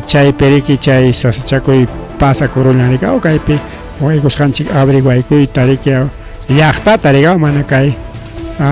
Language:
Ayacucho Quechua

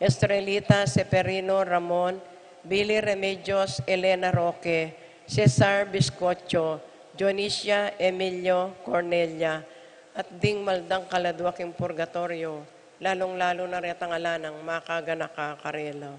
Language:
Pampanga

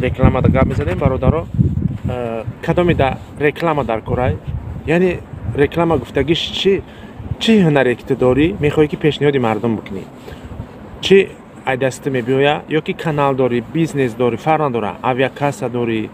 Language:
Tajik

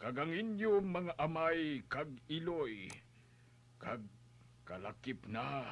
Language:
Hiligaynon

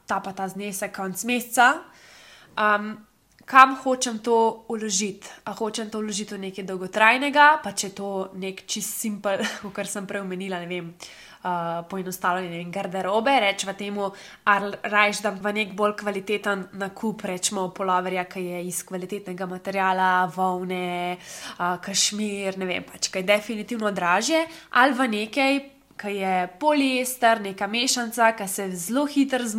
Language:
Slovenian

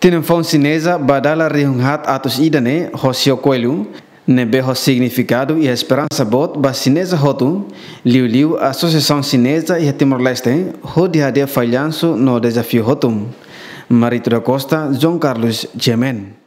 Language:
Tetum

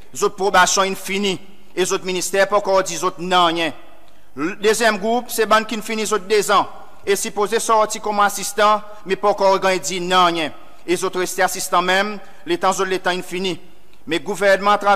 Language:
Seselwa Creole French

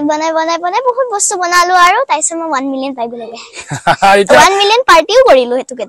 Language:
Assamese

